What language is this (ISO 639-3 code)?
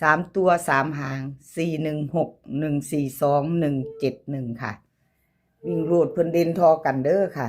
tts